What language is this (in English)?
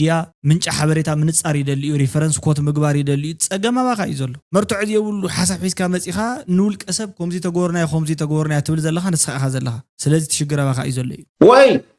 Tigrinya